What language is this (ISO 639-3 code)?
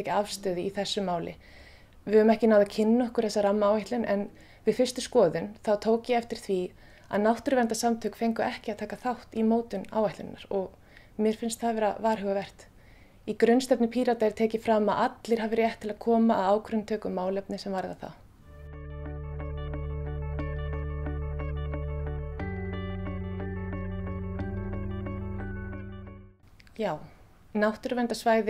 isl